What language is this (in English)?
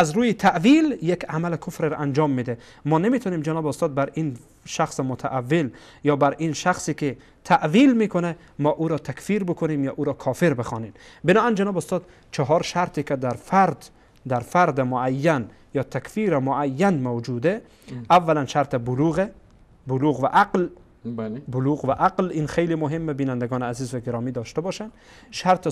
Persian